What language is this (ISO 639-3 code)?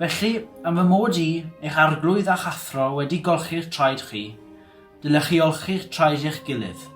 cym